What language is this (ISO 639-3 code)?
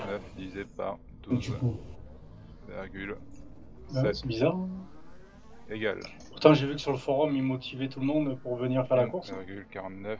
fra